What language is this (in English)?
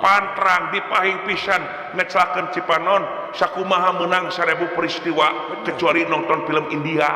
Sundanese